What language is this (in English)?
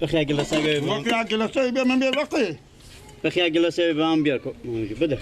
Persian